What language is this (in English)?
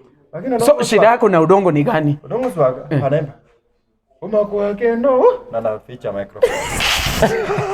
Luo (Kenya and Tanzania)